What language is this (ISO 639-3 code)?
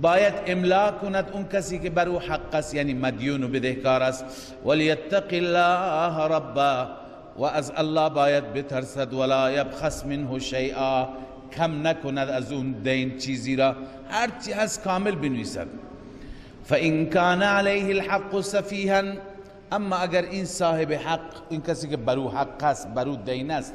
fas